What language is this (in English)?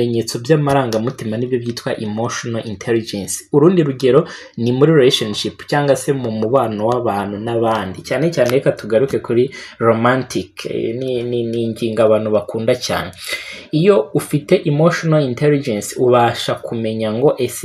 Kinyarwanda